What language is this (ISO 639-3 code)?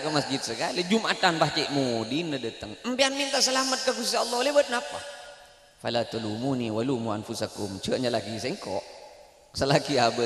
mad